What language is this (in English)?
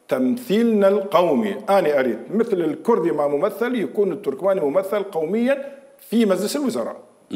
Mesopotamian Arabic